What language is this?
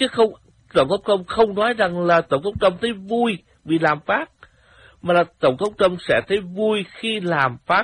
Vietnamese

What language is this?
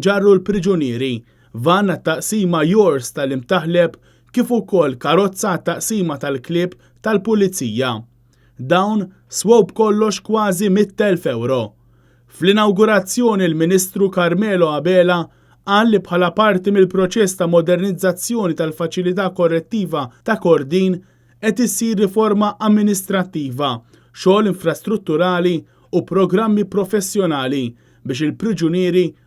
Maltese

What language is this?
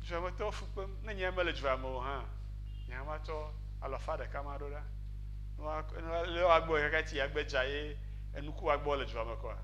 Ewe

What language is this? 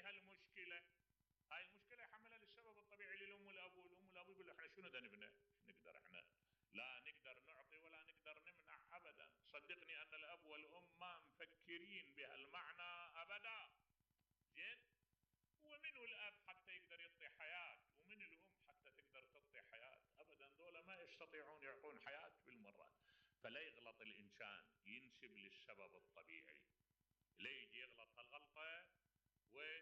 Mesopotamian Arabic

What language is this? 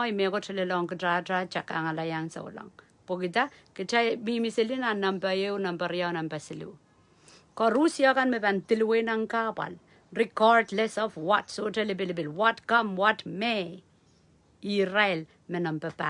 Pohnpeian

